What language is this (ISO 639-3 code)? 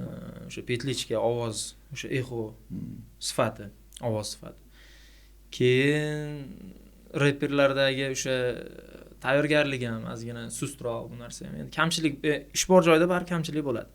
uzb